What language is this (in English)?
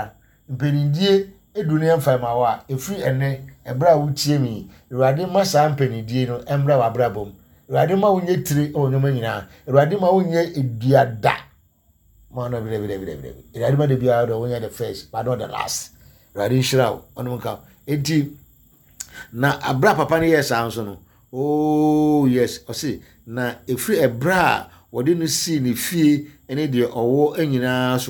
Akan